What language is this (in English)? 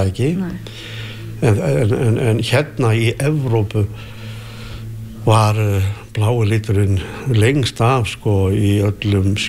Icelandic